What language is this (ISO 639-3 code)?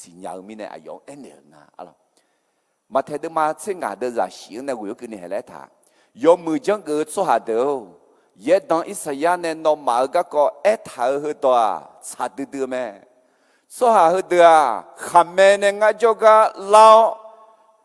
ahk